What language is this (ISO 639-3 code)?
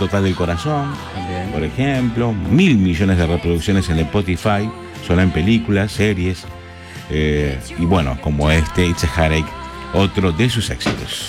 spa